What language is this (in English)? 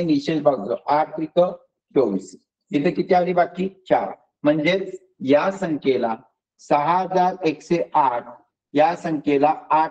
Marathi